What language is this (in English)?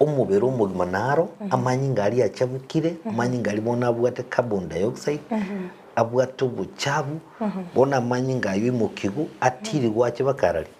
Gusii